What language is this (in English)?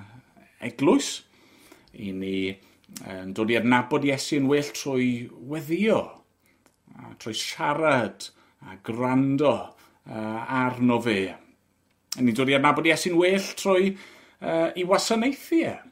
Welsh